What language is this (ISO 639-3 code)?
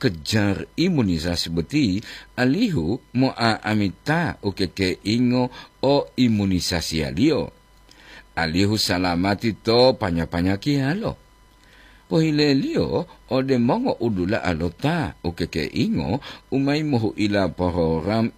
gor